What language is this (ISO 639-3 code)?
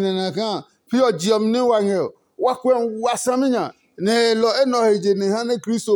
ada